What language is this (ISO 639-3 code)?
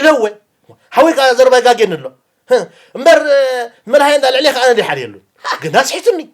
tir